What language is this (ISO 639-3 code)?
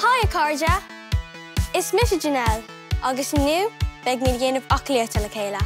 gle